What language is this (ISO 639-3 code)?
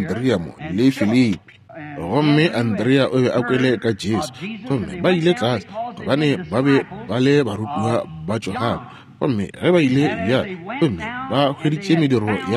nso